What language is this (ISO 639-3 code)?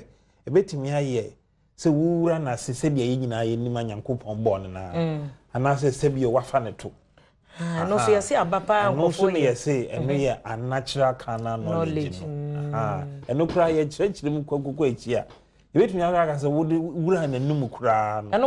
aka